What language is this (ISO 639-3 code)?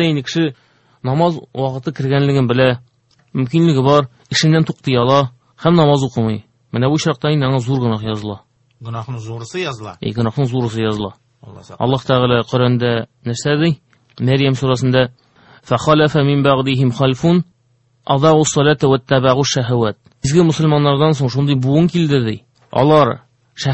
tat